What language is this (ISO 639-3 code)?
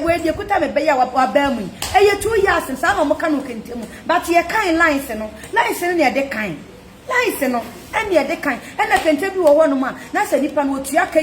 aka